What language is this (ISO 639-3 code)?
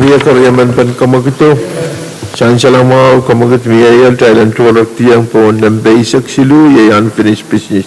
pon